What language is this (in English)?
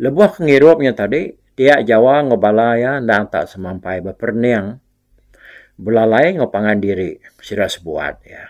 Iban